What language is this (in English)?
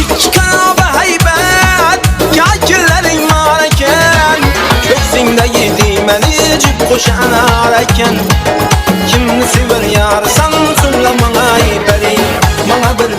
Kara-Kalpak